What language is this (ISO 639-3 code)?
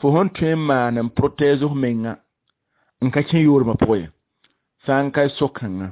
mos